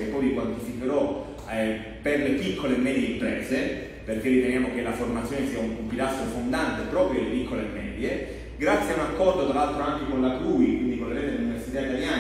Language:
Italian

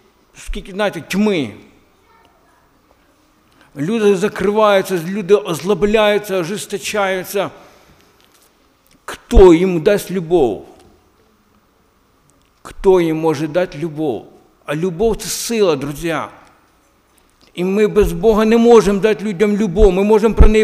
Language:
Ukrainian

